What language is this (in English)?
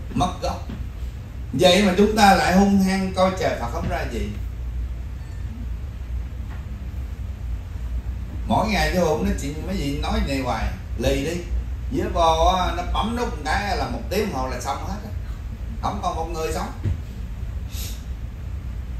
Vietnamese